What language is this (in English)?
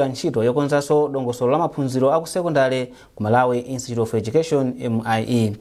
Nyanja